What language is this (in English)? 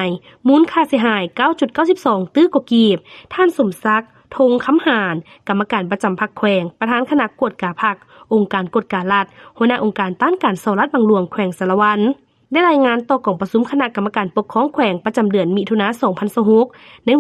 Lao